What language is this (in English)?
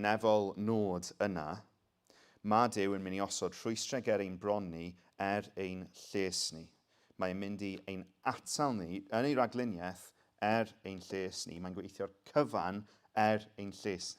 Welsh